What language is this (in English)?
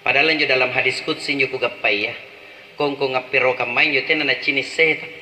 Makasar